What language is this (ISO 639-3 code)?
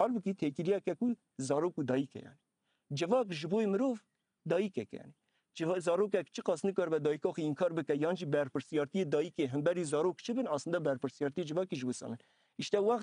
kur